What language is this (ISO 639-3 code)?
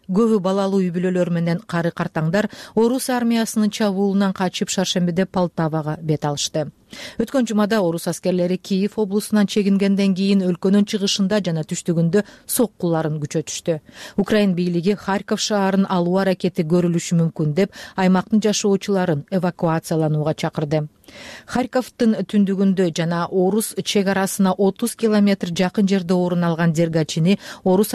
kir